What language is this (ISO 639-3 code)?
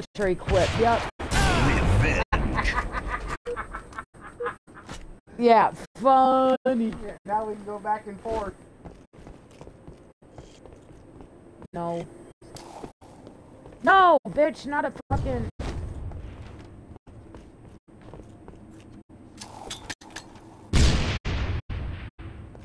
eng